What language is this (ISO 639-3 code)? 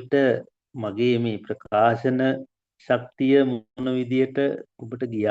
sin